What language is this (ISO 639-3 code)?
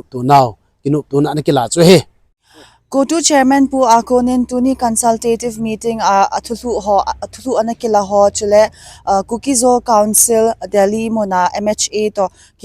tcz